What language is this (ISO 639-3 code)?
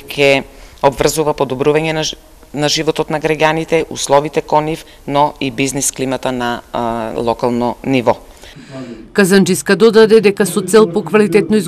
mkd